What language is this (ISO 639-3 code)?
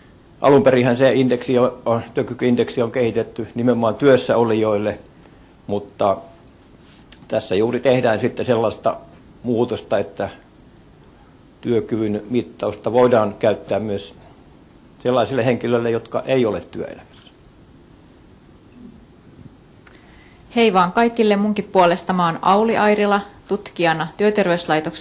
fin